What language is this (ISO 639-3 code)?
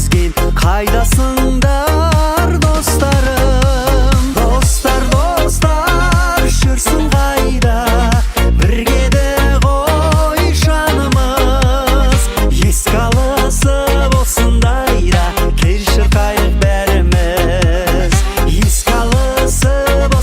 kaa